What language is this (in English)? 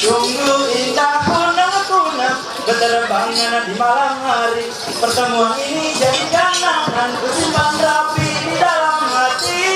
Ma'anyan